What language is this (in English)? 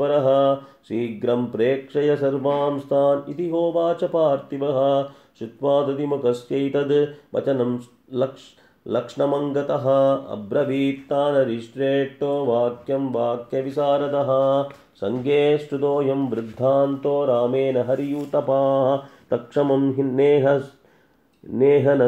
Sanskrit